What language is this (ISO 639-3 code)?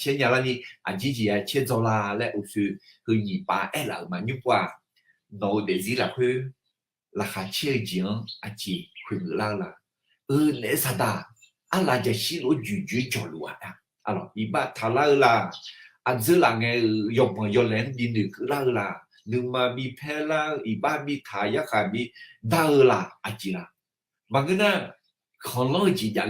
ahk